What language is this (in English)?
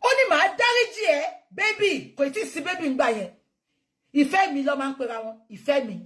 Yoruba